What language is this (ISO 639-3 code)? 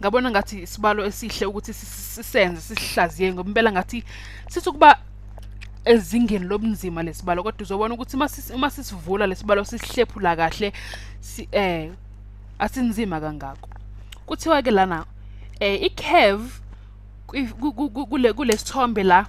zul